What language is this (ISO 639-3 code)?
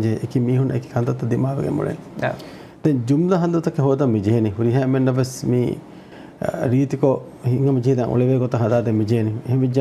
div